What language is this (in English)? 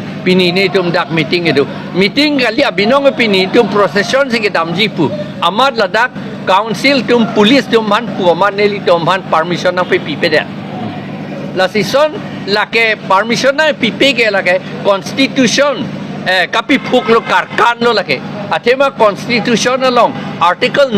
Karbi